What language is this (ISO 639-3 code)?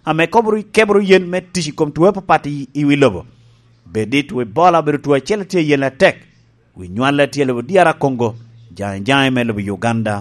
laj